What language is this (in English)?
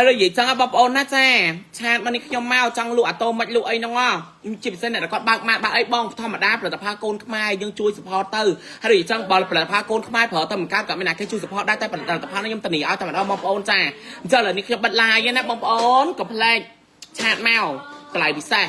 Khmer